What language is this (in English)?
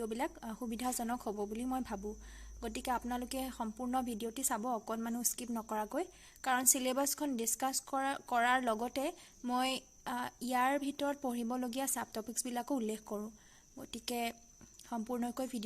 Assamese